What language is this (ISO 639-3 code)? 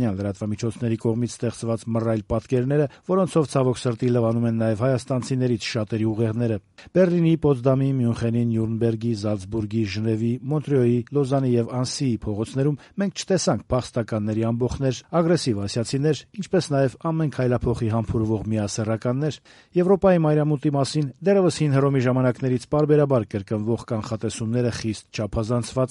hye